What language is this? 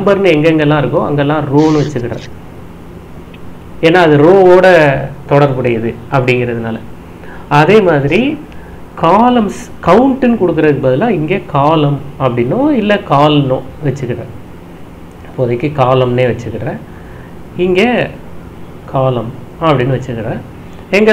Tamil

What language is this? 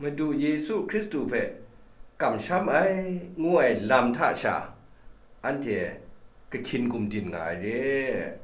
Kachin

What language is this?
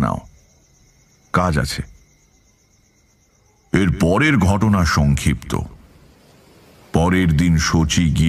Bangla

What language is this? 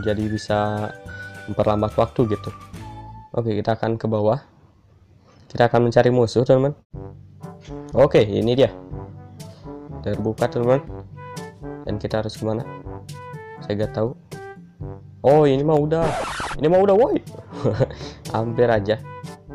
Indonesian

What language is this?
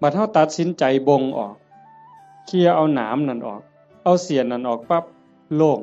Northeastern Thai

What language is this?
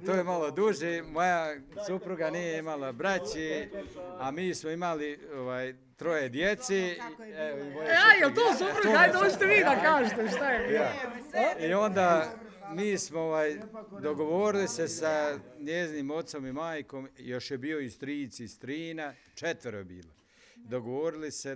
Bosnian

